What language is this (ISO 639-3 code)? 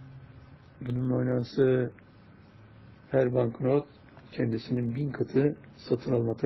tur